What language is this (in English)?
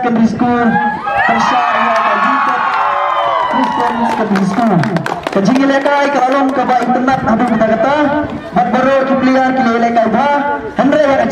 Khasi